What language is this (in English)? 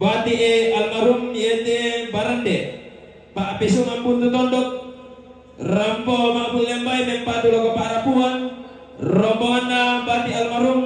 Toraja-Sa'dan